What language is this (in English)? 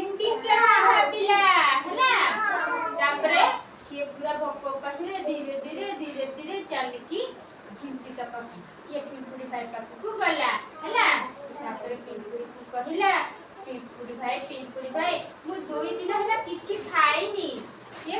Odia